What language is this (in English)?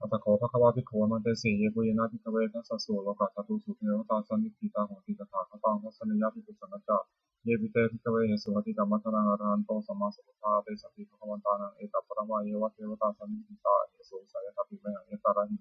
Pali